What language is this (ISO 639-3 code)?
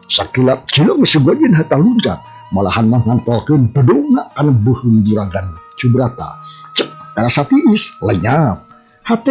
sun